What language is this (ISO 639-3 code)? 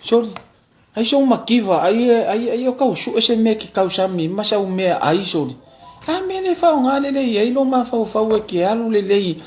smo